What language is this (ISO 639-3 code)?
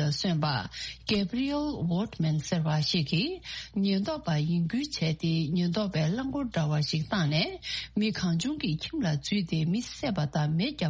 bod